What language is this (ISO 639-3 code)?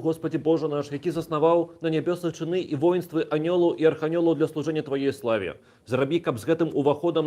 bel